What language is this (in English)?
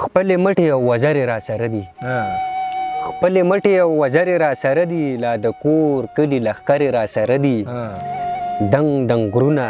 Pashto